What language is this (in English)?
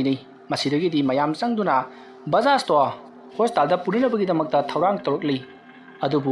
Manipuri